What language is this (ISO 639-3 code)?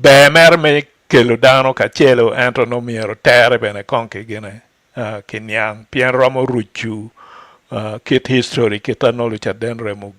ach